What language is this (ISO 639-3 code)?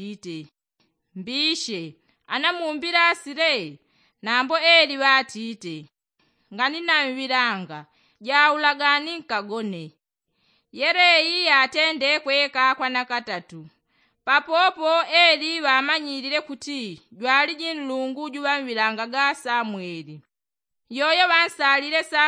yao